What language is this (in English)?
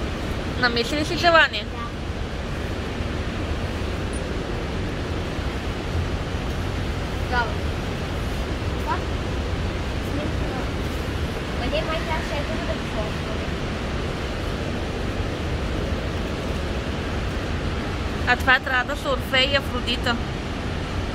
Bulgarian